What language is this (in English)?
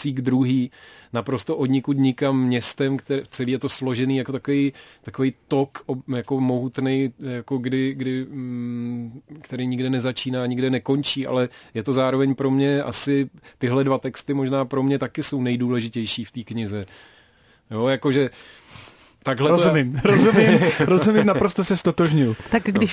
Czech